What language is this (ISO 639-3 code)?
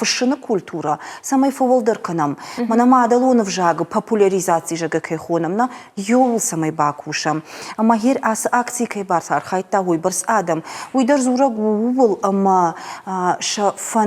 oss